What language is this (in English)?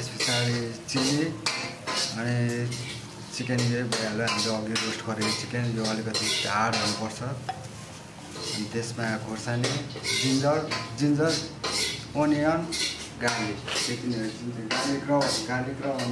Nepali